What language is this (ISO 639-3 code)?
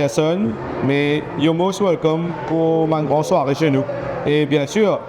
mfe